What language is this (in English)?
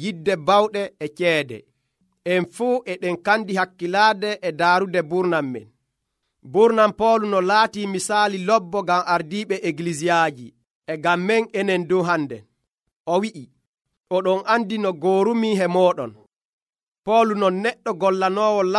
Nigerian Fulfulde